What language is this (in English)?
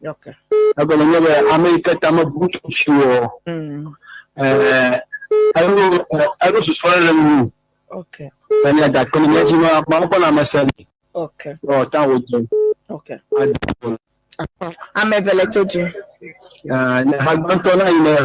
Ewe